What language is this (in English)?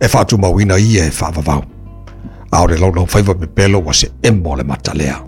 Samoan